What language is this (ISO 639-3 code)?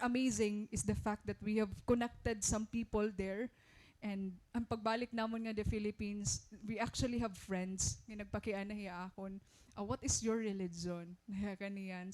war